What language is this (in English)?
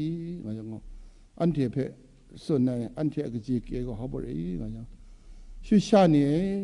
Kachin